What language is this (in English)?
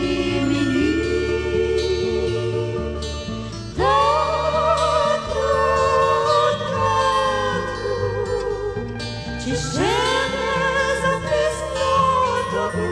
Ukrainian